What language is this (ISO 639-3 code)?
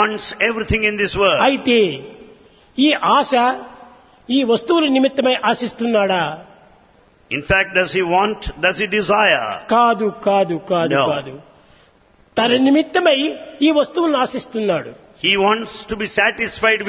tel